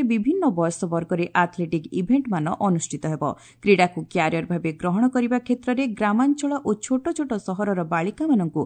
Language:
Odia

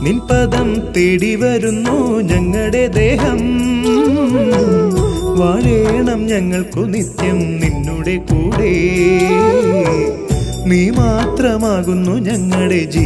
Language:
Malayalam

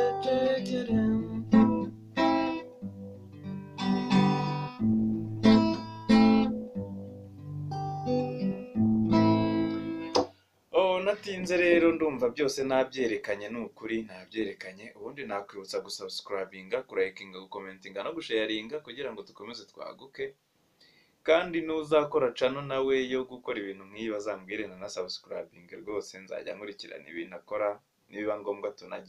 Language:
Kinyarwanda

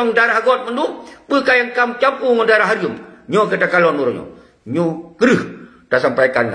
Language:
Achinese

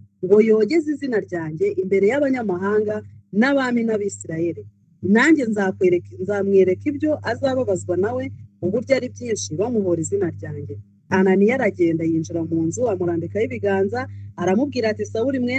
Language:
Kinyarwanda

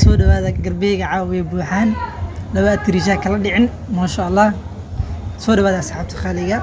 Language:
Somali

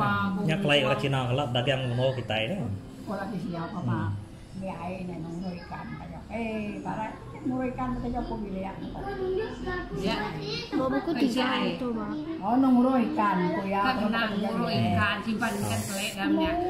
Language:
Iban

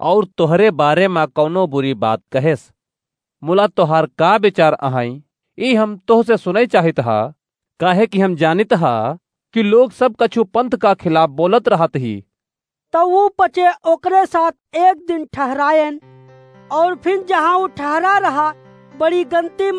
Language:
Awadhi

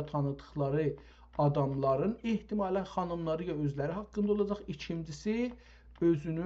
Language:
South Azerbaijani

